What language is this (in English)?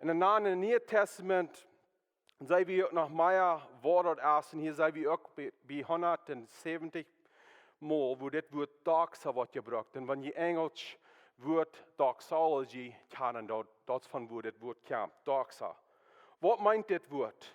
Plautdietsch